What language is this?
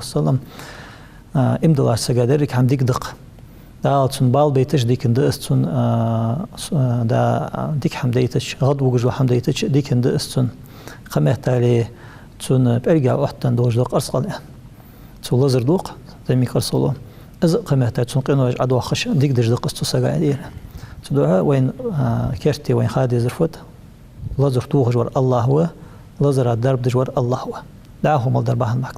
Ingush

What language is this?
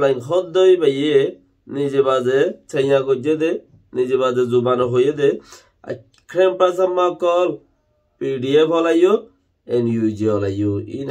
Rohingya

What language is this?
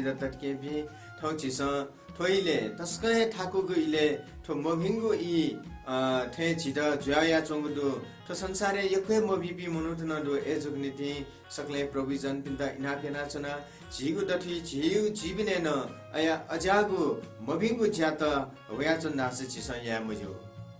Newari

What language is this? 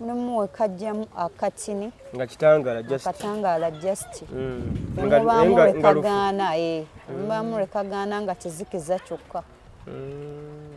Ganda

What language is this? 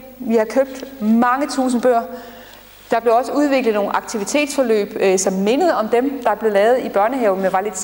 Danish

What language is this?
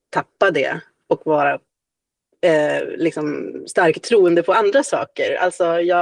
Swedish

